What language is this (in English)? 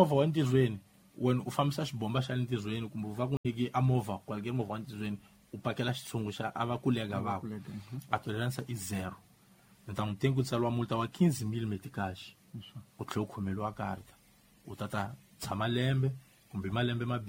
Tsonga